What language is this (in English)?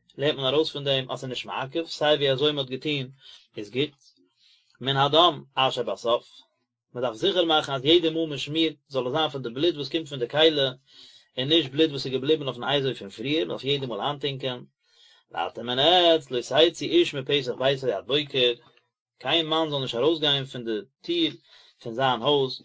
Yiddish